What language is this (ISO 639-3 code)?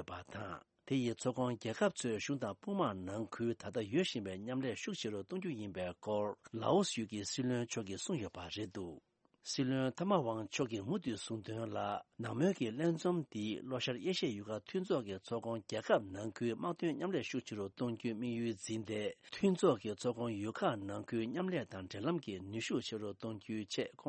bod